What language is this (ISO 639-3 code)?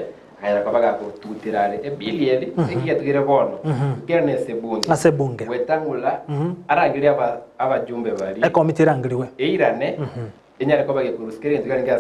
guz